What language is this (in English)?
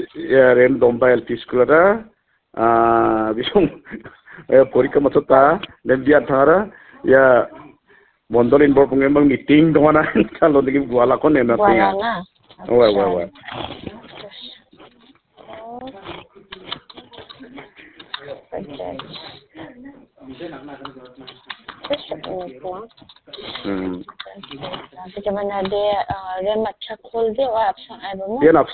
Khasi